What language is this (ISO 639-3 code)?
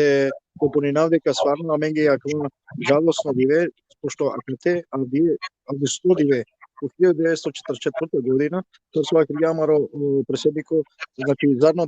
rmn